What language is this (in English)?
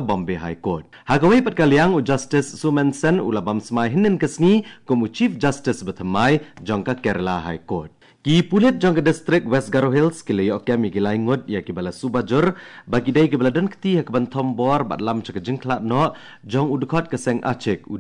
Khasi